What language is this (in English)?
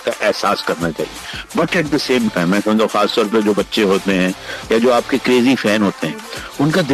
Hindi